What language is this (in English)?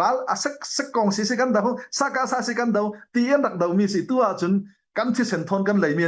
Falam Chin